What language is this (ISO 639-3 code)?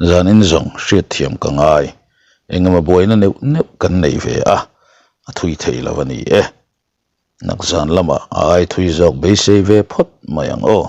lus